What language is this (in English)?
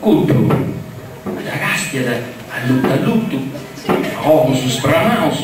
Sardinian